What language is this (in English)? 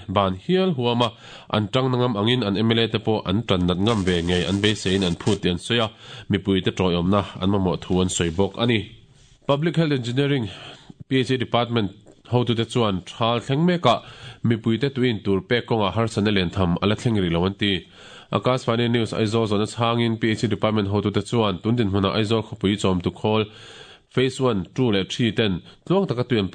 Mizo